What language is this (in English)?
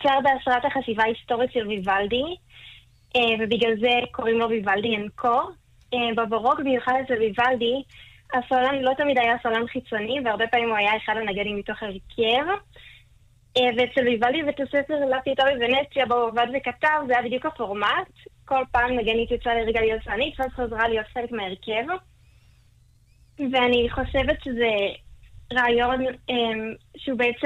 Hebrew